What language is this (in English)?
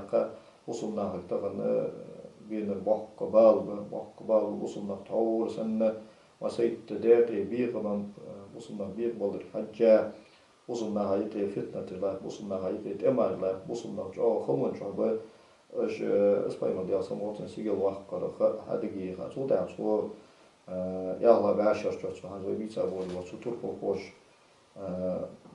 Ingush